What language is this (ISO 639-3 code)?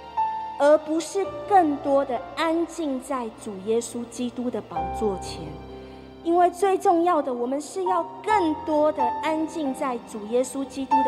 zho